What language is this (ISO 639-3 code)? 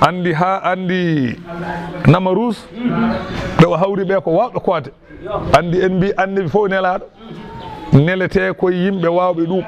ful